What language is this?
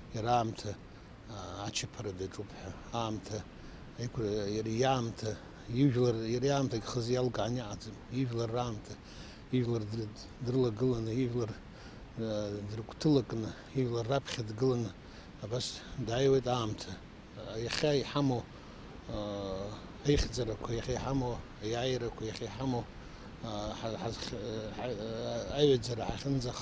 Abkhazian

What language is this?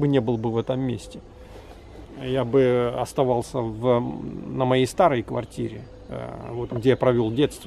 Russian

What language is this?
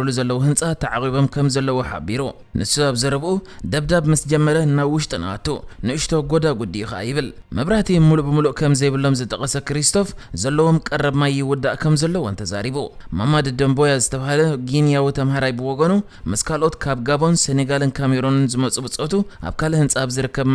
Tigrinya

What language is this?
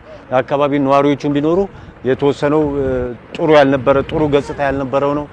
Amharic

